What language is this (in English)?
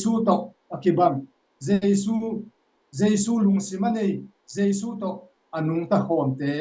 Tedim Chin